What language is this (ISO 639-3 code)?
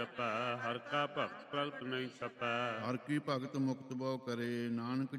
pan